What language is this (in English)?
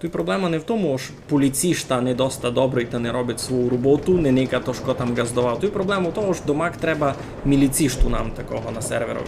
Rusyn